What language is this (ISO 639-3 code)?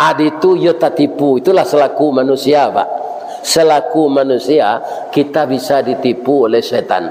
min